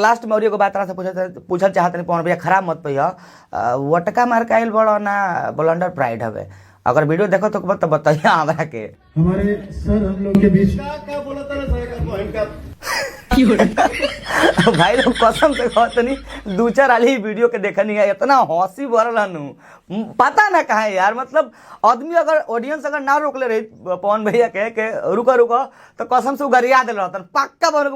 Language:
Bhojpuri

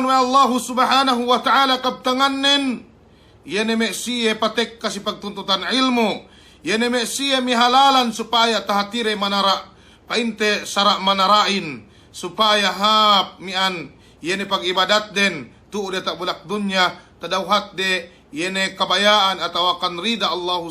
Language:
Yakan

